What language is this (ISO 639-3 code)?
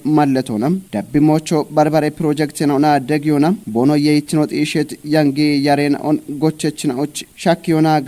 kbr